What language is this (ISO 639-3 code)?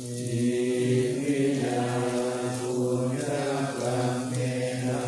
pli